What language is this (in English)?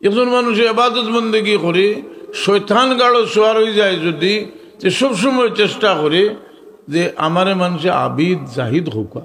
Sylheti